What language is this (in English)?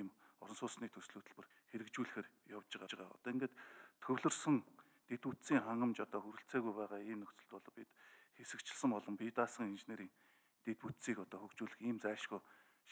Mongolian